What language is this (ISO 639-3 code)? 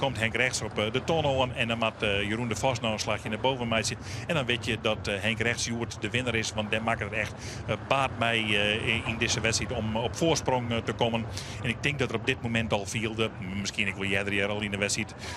fry